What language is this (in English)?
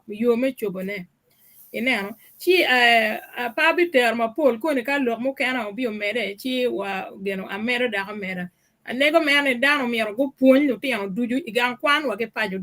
Acoli